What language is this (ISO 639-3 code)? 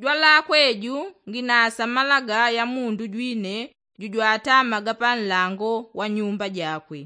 yao